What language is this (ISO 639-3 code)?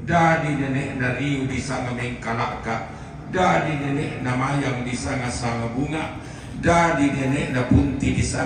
sda